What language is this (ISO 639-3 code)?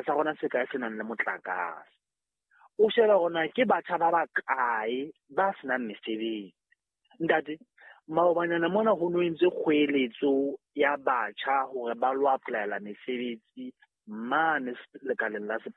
sot